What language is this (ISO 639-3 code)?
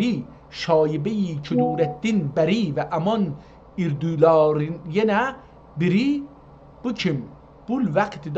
azb